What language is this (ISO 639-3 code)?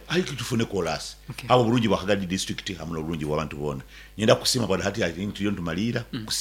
nyo